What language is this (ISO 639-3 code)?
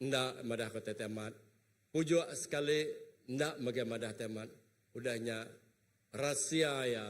iba